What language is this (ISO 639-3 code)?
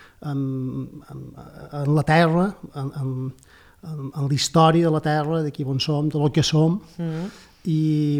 cat